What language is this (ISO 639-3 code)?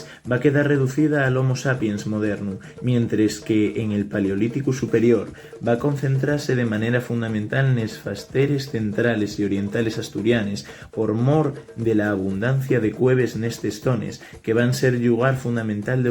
ast